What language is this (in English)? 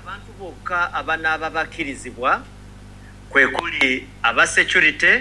Ganda